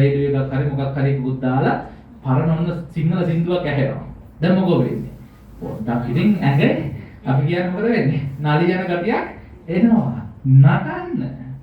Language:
Sinhala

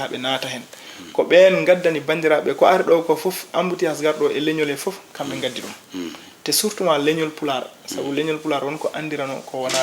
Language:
Fula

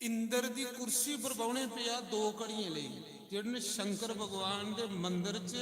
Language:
Dogri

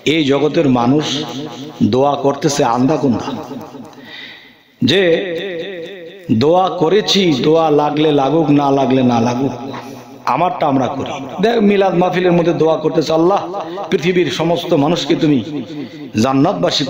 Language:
Bangla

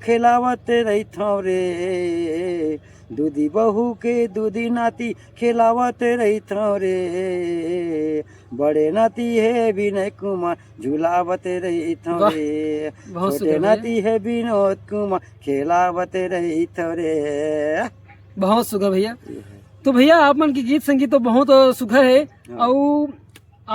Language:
Chhattisgarhi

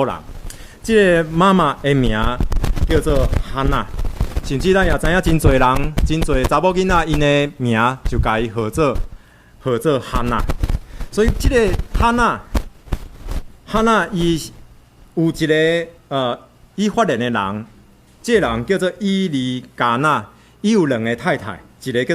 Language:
Min Nan Chinese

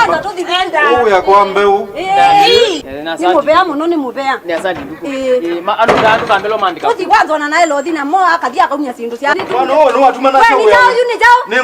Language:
Kamba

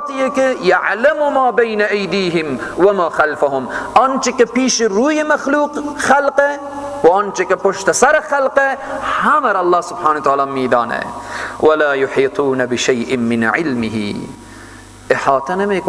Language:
Persian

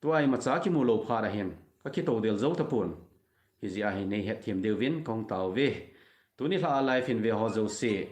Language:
Thado Chin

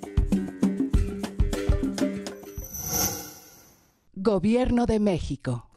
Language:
Spanish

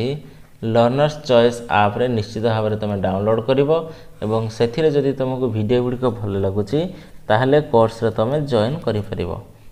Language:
Odia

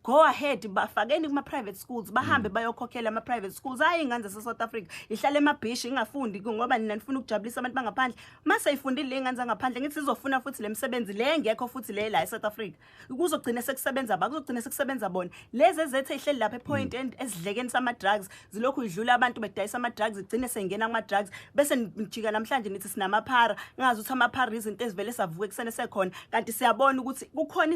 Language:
Zulu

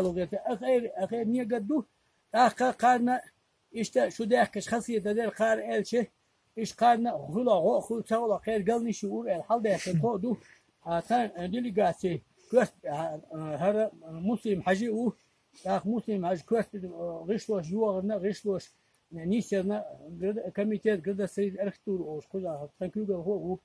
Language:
Chechen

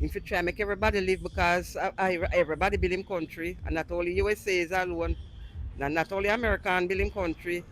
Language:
Jamaican Creole English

